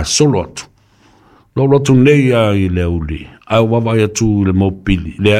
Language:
Samoan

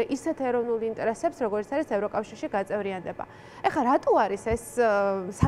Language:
Georgian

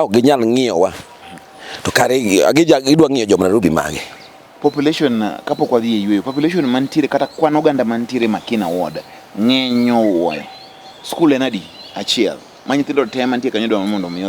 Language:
Luo (Kenya and Tanzania)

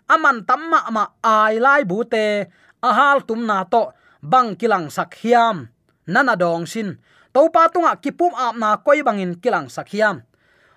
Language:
Tedim Chin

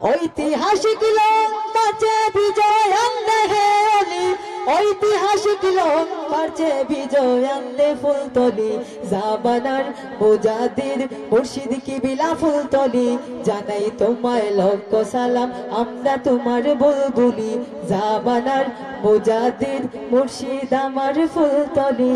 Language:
Sylheti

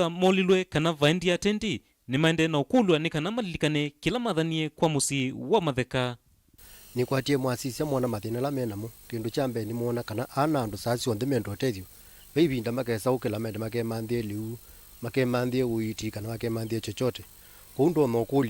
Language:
Kamba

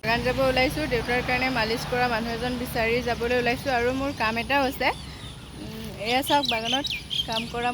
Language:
Assamese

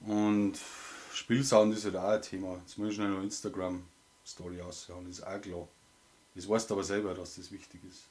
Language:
Bavarian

